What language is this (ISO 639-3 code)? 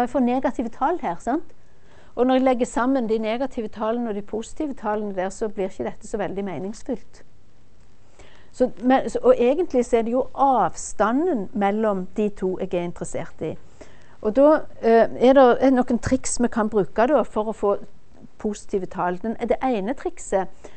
nor